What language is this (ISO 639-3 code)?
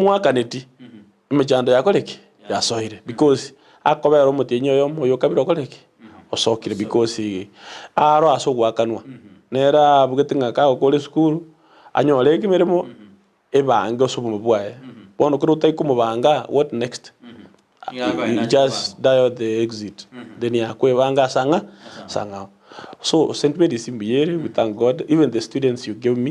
guz